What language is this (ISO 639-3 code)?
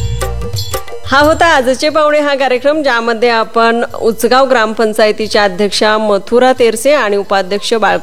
mar